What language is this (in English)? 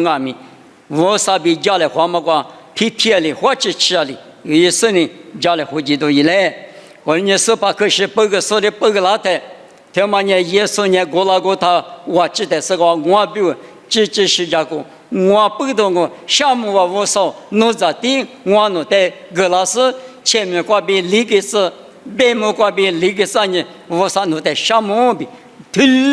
Lisu